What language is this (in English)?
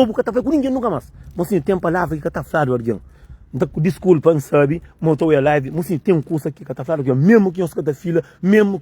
Kabuverdianu